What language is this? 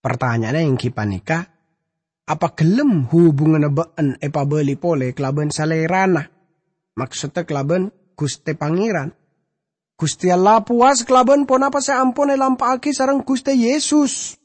Madurese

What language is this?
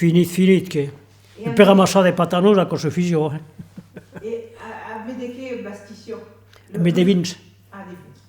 Occitan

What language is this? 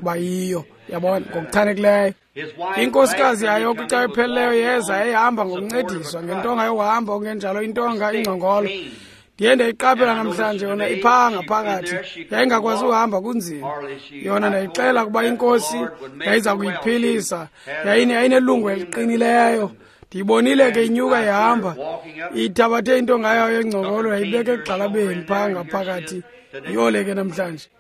Xhosa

